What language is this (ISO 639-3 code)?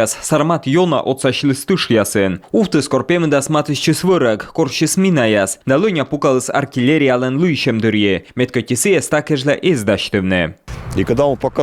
kom